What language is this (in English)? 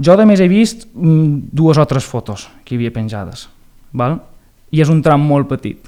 Catalan